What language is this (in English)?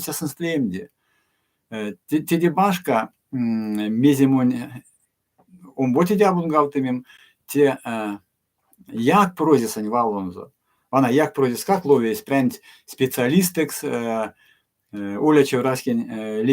Erzya